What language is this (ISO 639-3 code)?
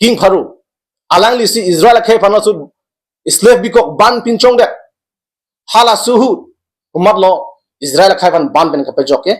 mjw